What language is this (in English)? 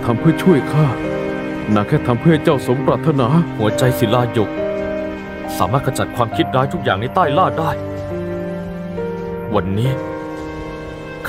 Thai